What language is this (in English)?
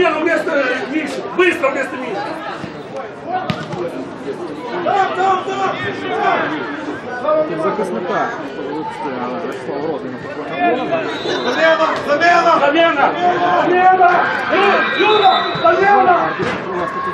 Ukrainian